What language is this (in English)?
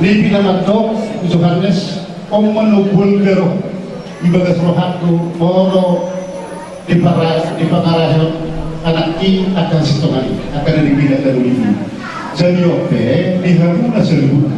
Batak Toba